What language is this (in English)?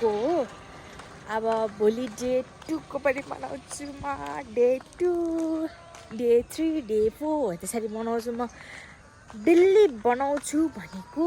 Nepali